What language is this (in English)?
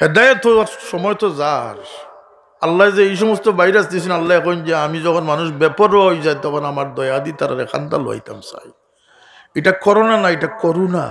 Sylheti